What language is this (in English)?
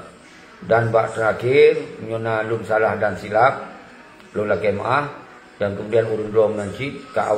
Achinese